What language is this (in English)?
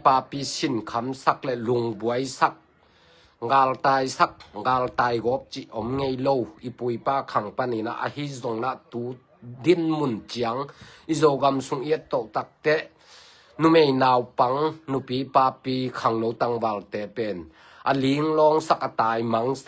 Tedim Chin